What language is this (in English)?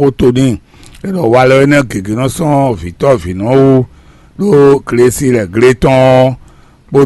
Fon